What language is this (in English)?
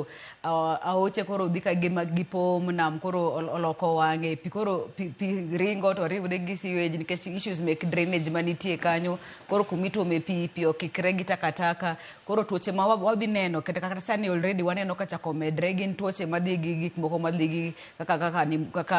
Luo (Kenya and Tanzania)